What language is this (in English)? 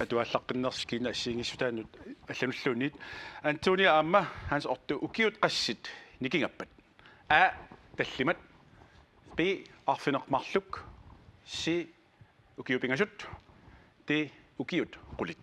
Kalaallisut